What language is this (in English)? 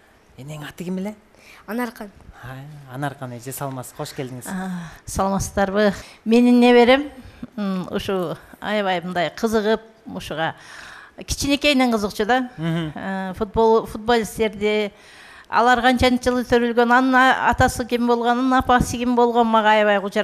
Kyrgyz